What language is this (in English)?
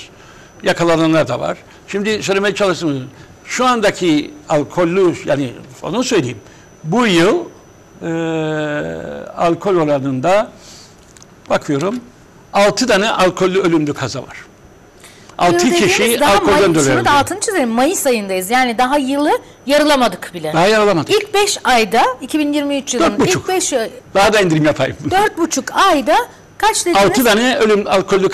Turkish